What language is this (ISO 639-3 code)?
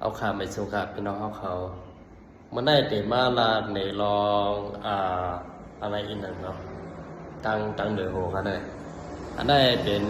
shn